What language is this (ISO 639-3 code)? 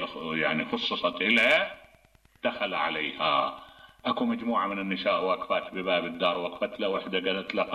acm